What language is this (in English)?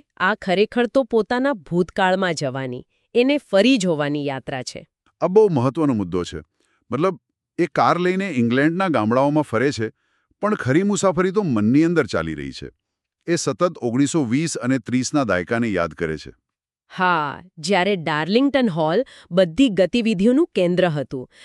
Gujarati